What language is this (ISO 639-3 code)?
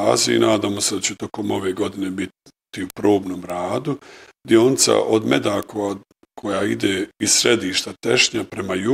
bos